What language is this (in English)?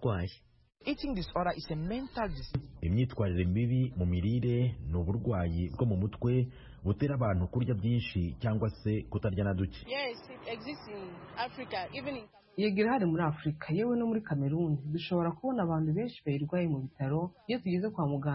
Kinyarwanda